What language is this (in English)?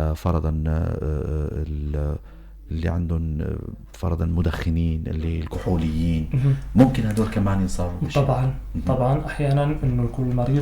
North Levantine Arabic